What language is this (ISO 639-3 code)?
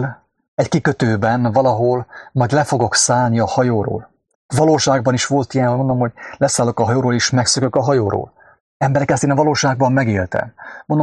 hun